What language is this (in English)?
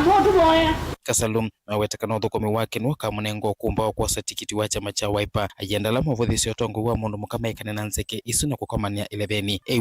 Kamba